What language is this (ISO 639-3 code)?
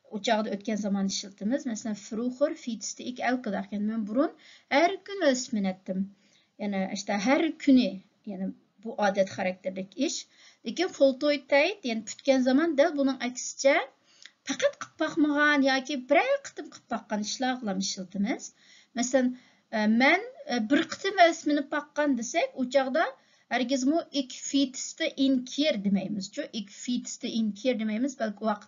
uig